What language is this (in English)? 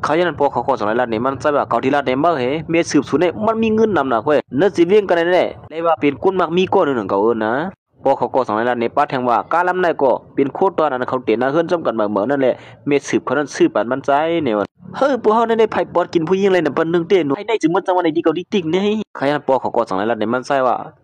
Shan